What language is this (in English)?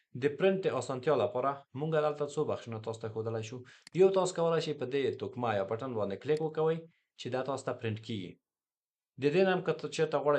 Pashto